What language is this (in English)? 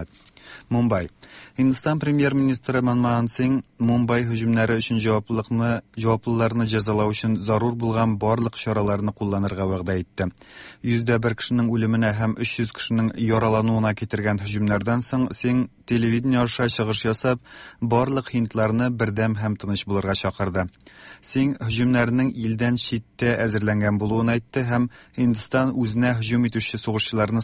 Tatar